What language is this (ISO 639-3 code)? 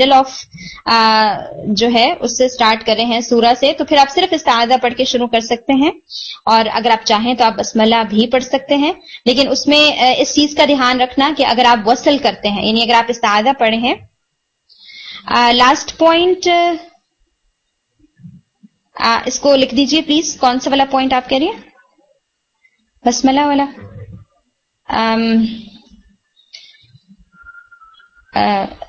urd